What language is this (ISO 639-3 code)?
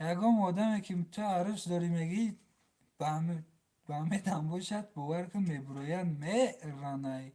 tgk